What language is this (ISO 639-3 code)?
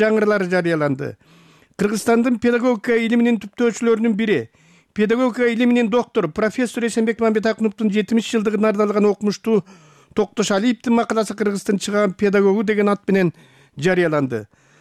kir